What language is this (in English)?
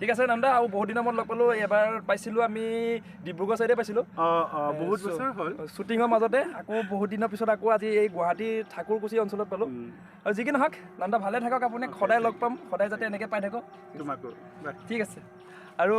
Assamese